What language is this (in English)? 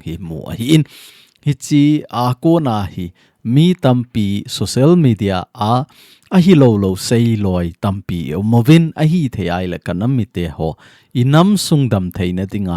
Thado Chin